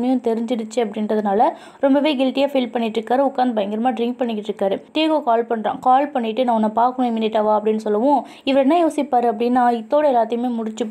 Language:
Tamil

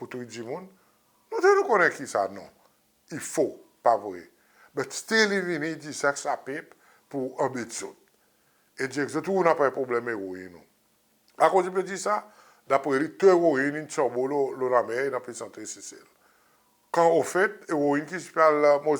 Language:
Seselwa Creole French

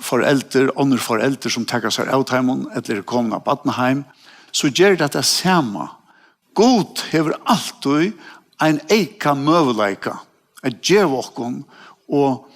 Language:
Faroese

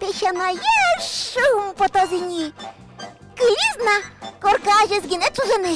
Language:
Udmurt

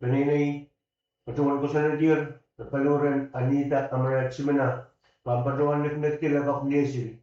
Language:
Pohnpeian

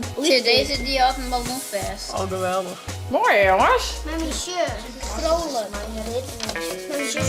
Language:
Western Frisian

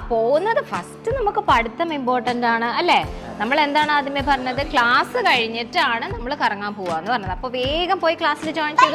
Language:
Malayalam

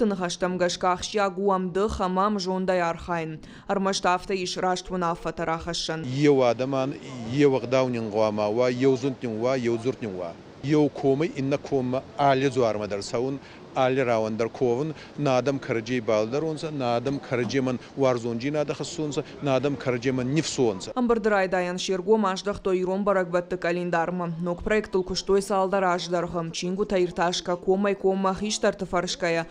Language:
Ossetic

